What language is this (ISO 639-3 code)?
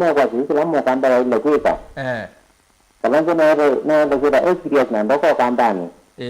kam